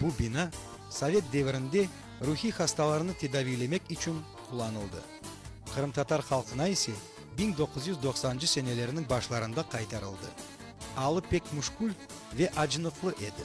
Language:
Crimean Tatar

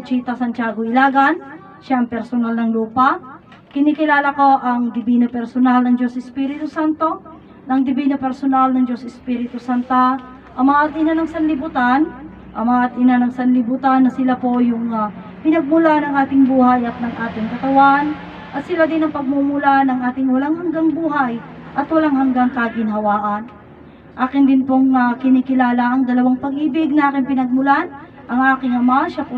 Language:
Filipino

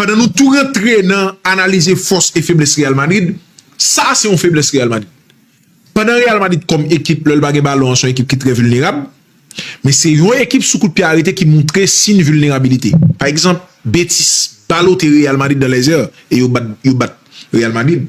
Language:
Haitian Creole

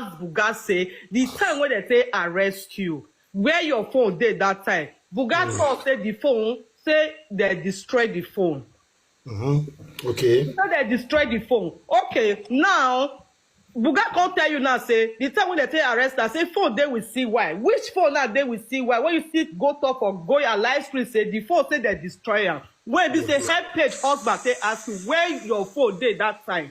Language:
Nigerian Pidgin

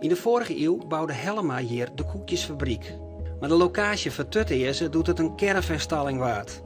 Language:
Western Frisian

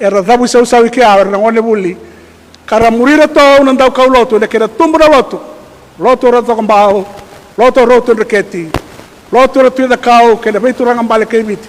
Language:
Fijian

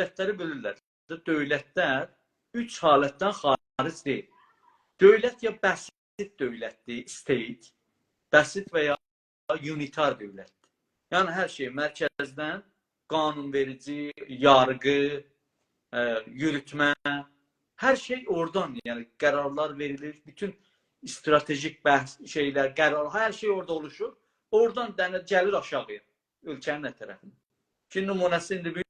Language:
South Azerbaijani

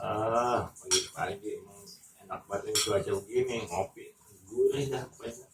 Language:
Betawi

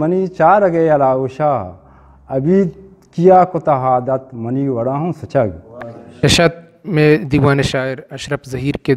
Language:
Eastern Balochi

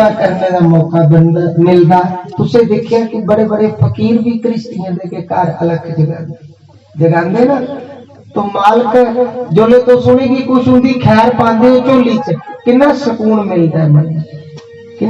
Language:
Dogri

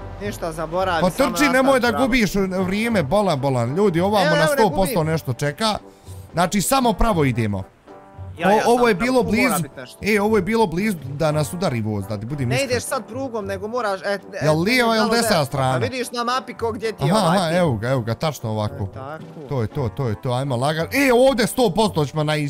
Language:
Bosnian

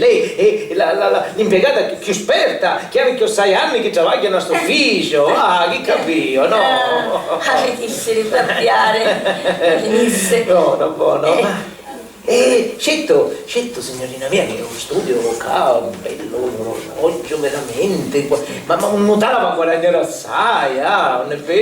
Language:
Sicilian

